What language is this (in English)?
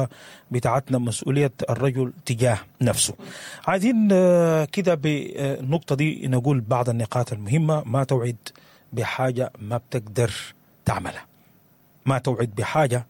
Sudanese Arabic